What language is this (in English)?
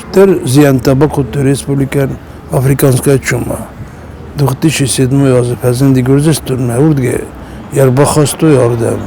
Ossetic